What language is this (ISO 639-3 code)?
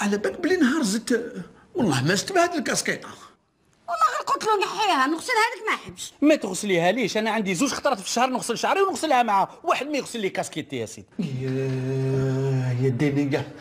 arq